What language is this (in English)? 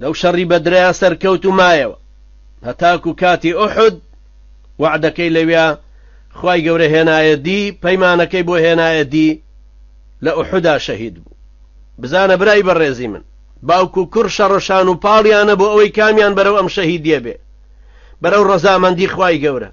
Central Kurdish